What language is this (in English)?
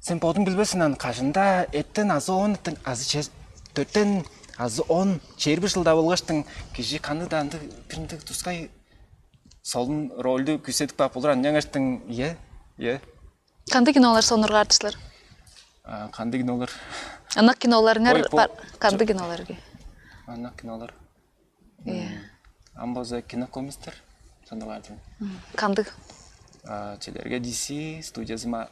Tuvinian